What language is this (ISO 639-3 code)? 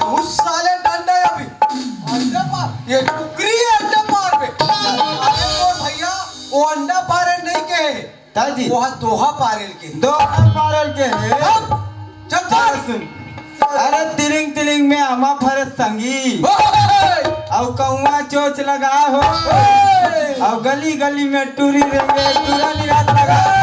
hne